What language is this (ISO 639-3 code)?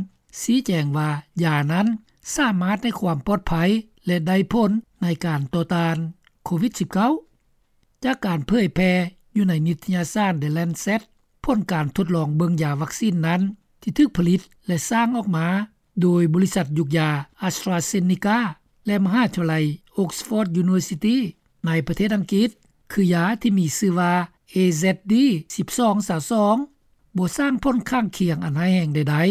lao